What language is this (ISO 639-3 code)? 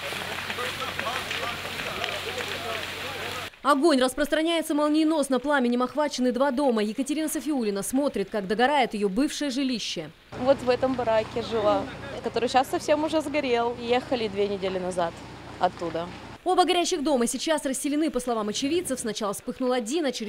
rus